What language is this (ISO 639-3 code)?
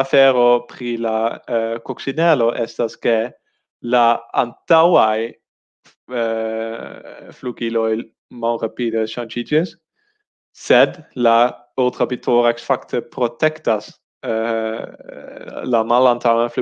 epo